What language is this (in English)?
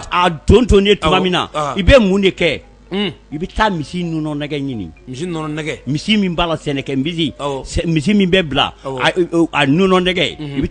Bambara